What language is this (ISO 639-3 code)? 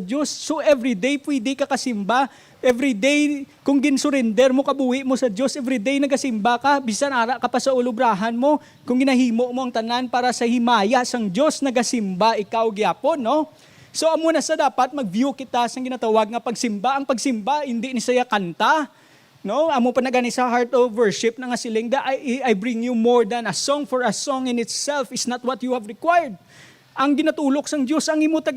hil